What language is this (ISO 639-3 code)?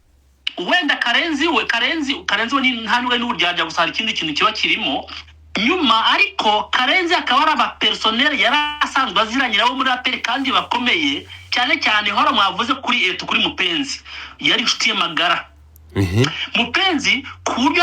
kin